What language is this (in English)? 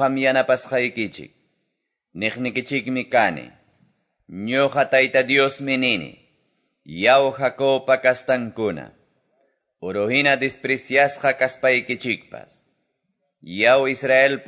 Quechua